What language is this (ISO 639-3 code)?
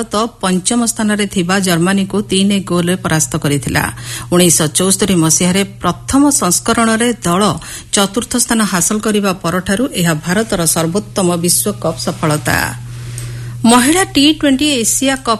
ori